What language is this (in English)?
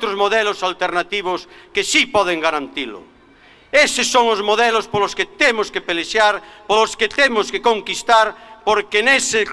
Galician